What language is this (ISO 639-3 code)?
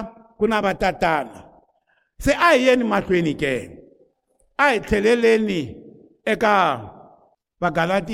tso